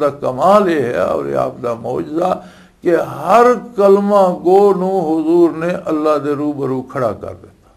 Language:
Western Panjabi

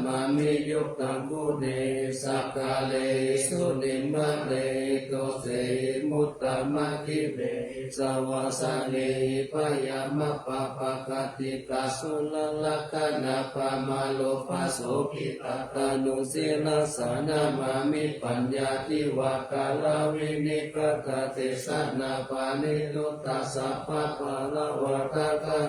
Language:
Pali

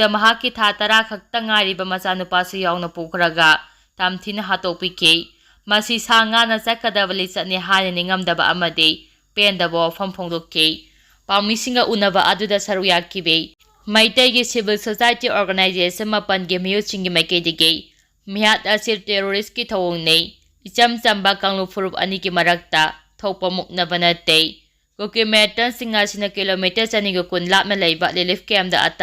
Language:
Manipuri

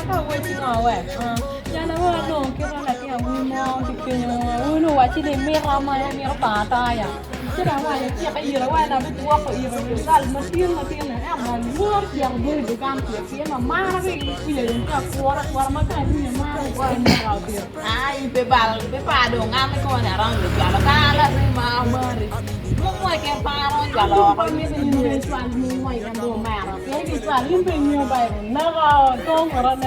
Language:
Acoli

